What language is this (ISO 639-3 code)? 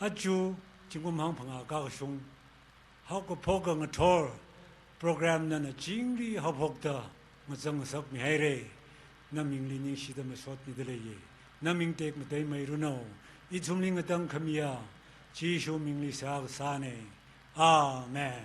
nmf